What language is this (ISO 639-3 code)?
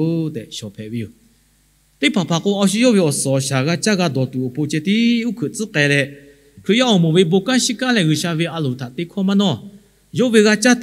lhu